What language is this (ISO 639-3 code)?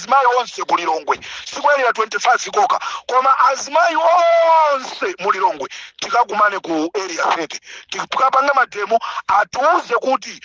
nya